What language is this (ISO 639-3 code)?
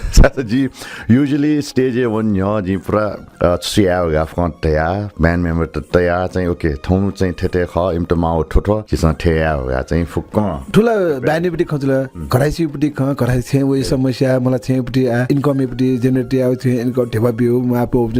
new